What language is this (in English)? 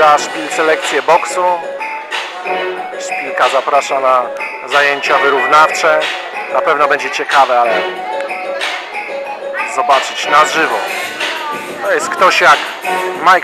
Polish